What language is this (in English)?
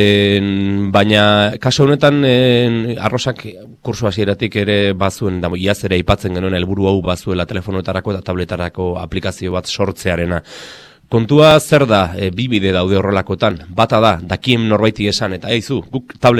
Basque